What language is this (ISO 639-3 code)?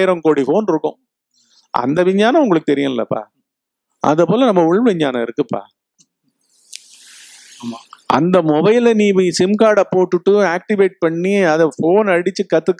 tam